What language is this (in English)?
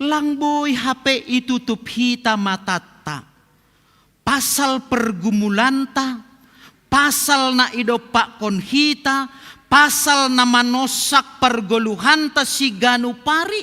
Batak Simalungun